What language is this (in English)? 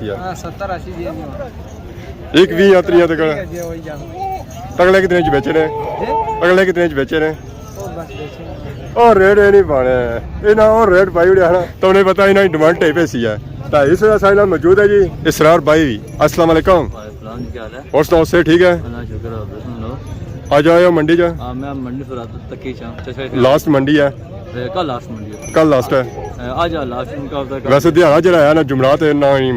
Pahari-Potwari